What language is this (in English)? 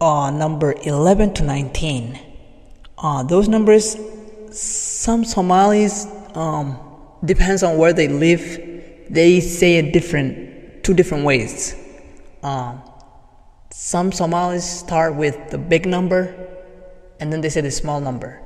English